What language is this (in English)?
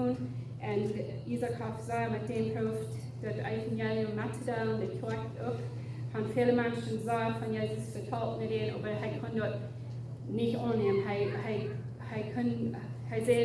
Plautdietsch